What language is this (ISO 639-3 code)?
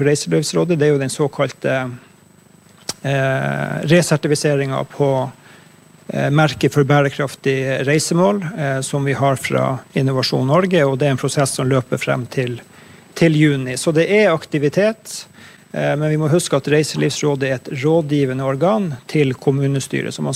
nor